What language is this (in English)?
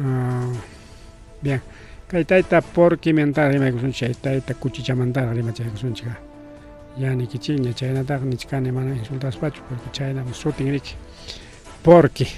Ayacucho Quechua